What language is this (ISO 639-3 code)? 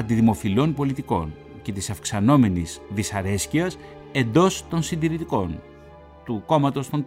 ell